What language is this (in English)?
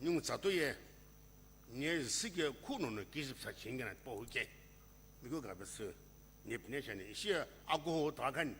Sumi Naga